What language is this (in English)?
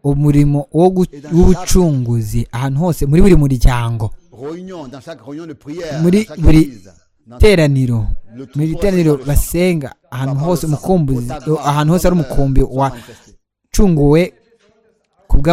Kinyarwanda